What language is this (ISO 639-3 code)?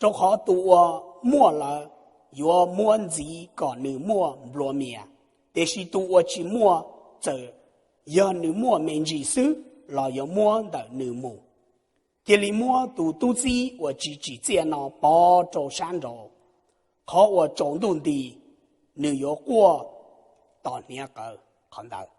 hmn